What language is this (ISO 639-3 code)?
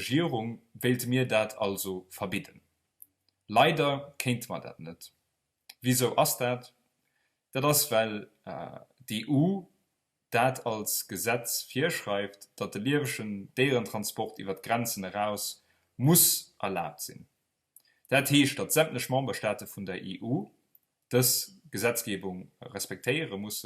ltz